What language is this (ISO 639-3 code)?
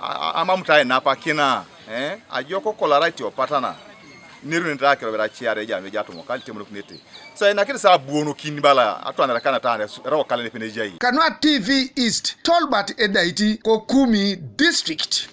teo